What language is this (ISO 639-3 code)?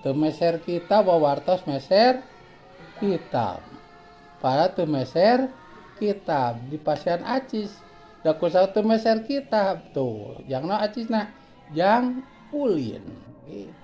sun